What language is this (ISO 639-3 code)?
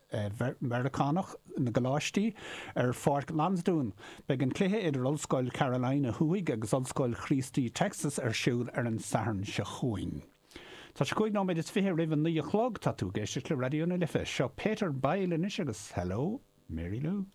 gle